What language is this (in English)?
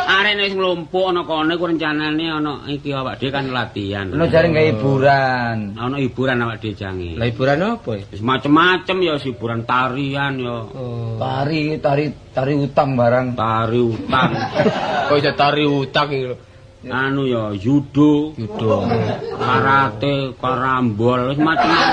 Javanese